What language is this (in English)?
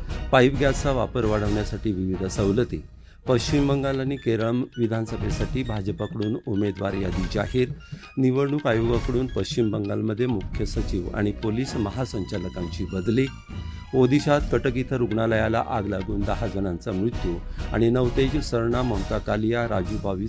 Marathi